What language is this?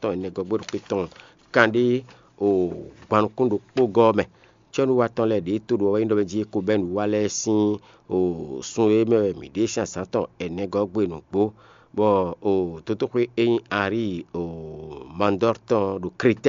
Fon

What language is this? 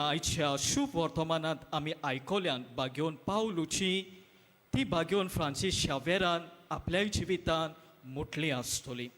Konkani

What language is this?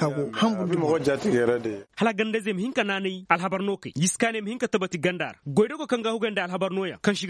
Koyraboro Senni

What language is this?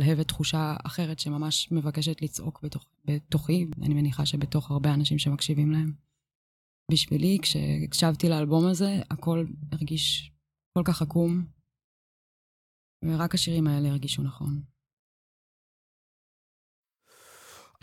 Hebrew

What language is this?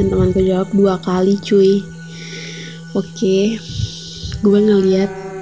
Indonesian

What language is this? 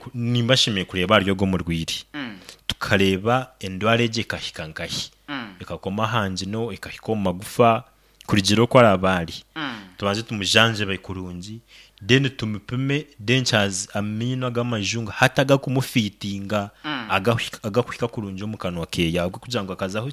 Nyankole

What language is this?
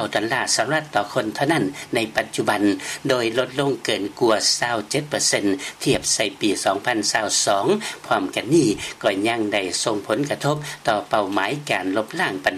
Lao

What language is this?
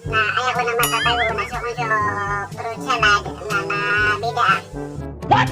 Maranao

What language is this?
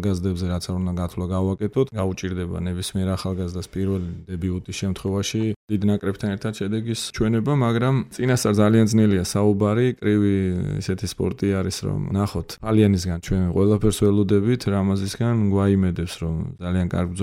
Georgian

